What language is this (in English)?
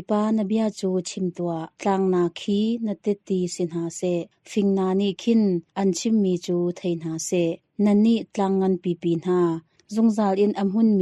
Hakha Chin